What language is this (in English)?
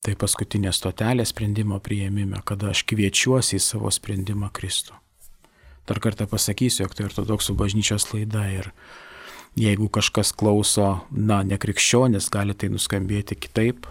Lithuanian